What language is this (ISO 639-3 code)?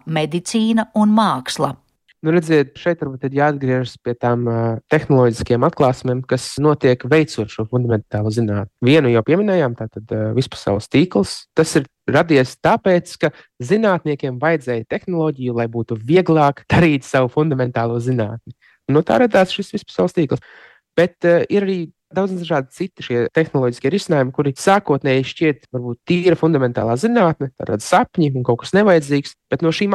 lav